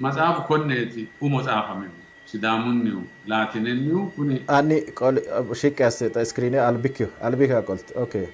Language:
Sidamo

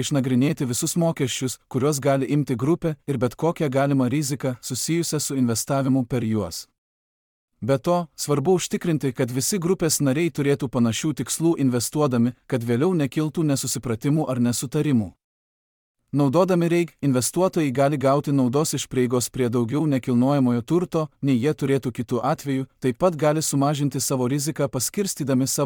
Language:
Lithuanian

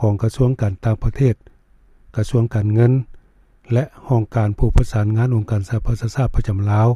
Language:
Lao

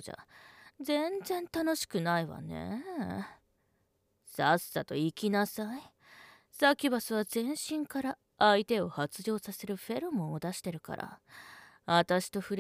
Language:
Japanese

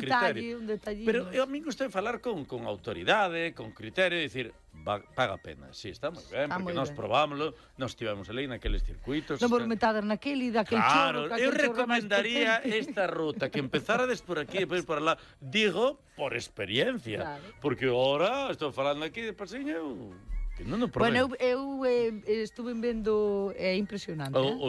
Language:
Galician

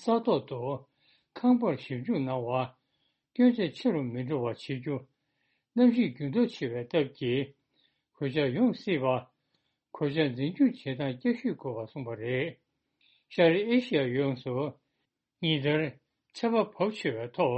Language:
Tibetan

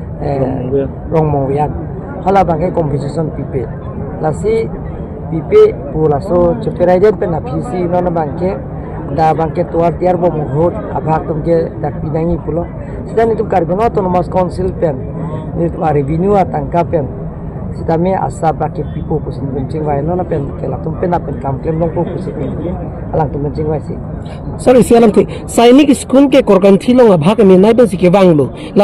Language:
Karbi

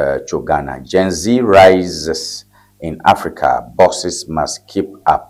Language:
Ewe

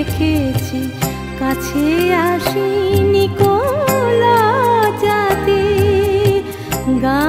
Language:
Bangla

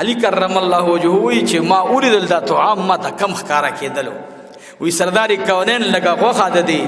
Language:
Pashto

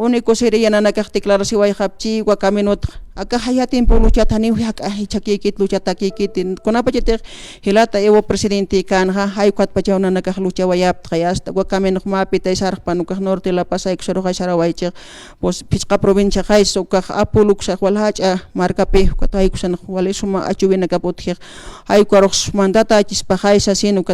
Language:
Aymara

